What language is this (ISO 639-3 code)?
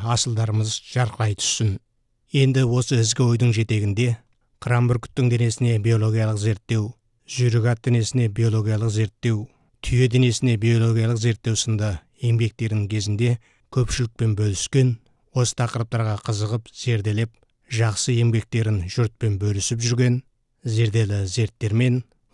kaz